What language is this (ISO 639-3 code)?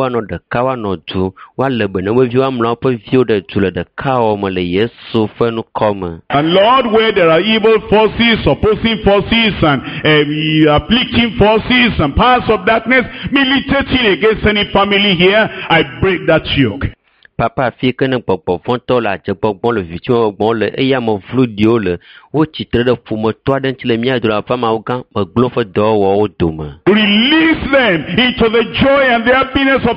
ewe